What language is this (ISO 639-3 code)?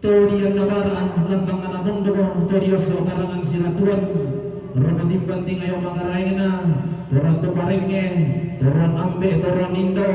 sda